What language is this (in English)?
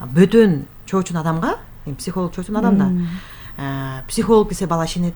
Kyrgyz